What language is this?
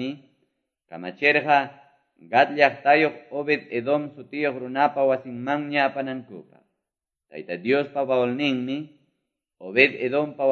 Quechua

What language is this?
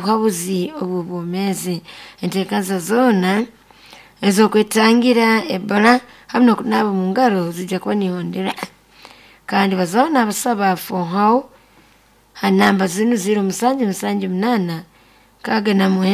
Nyoro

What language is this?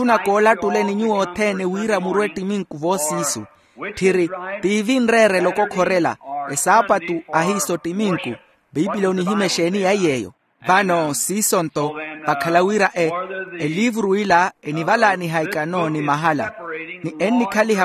Makhuwa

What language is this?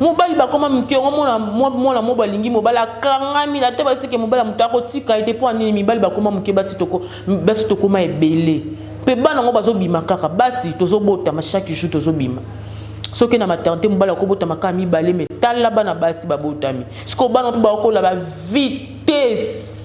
Lingala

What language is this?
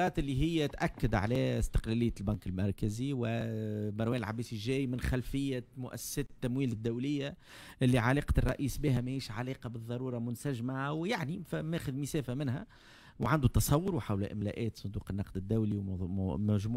Tunisian Arabic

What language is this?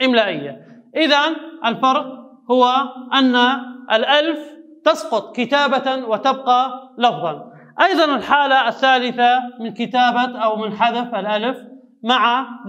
Arabic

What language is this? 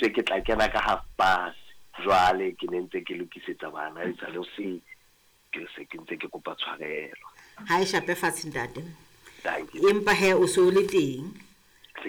Southern Sotho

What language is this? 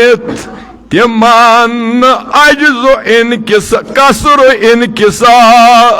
Kashmiri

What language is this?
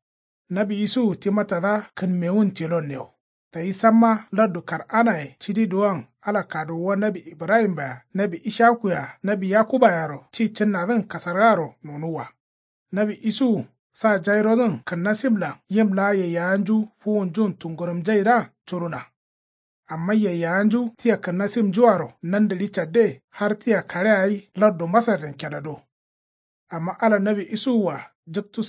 Kanuri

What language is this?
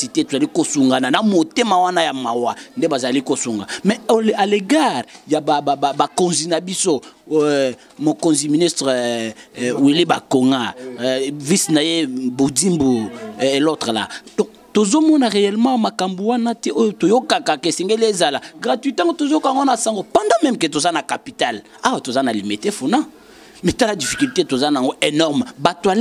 Lingala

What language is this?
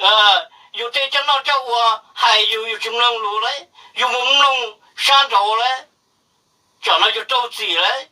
Hmong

